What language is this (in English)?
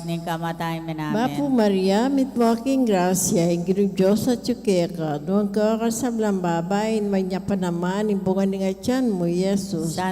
Pampanga